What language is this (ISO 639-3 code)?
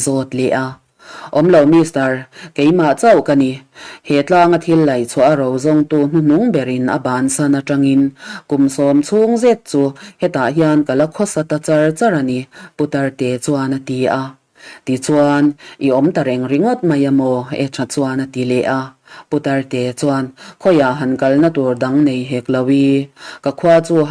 lus